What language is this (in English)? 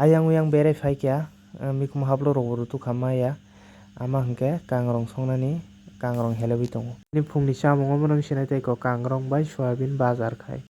Kok Borok